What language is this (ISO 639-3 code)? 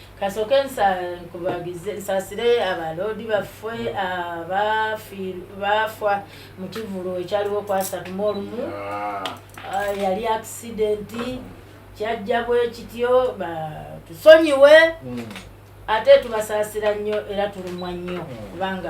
lug